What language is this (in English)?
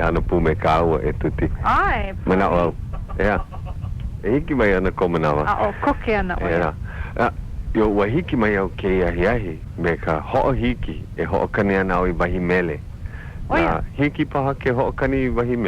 Hawaiian